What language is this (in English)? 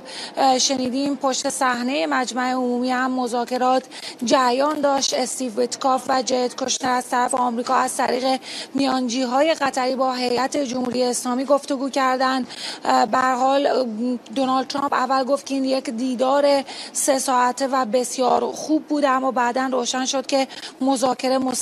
Persian